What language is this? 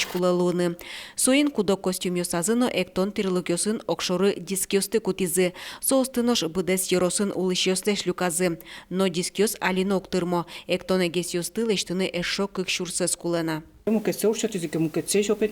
Udmurt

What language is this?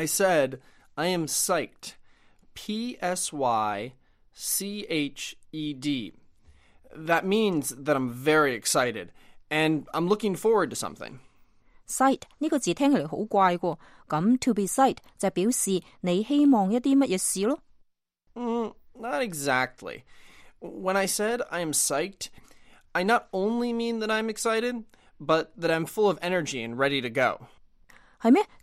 Cantonese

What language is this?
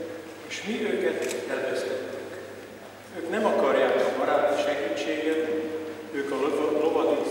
Hungarian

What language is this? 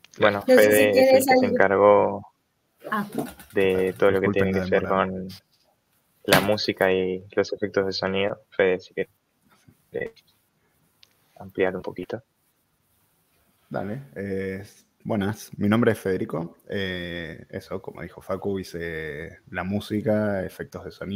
Spanish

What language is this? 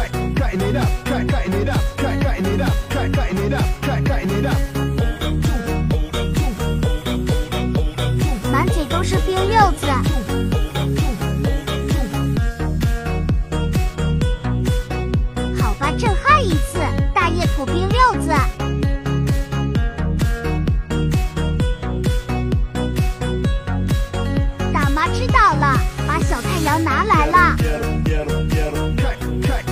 Chinese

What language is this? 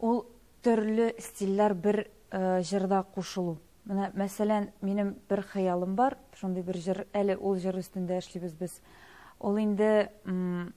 Tatar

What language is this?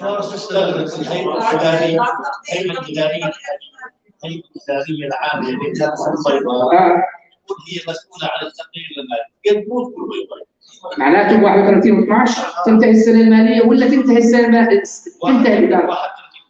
North Levantine Arabic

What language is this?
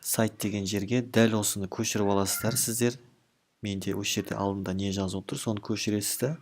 Kazakh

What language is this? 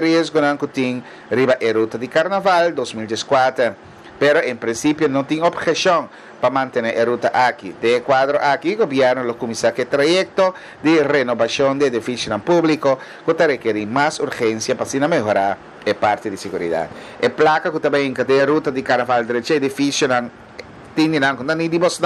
Papiamento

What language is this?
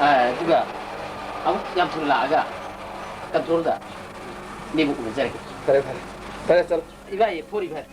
Manipuri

